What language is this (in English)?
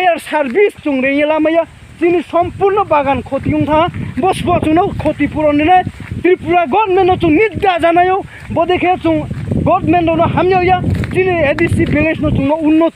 Riang (India)